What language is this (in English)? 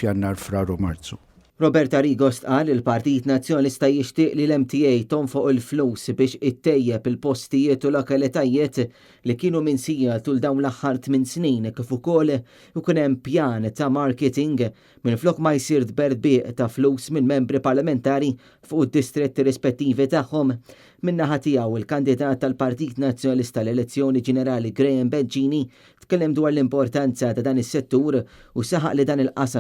Maltese